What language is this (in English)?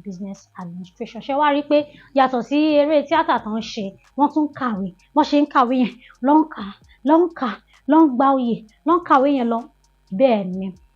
Yoruba